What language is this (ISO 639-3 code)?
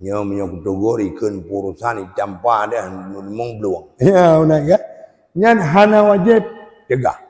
ace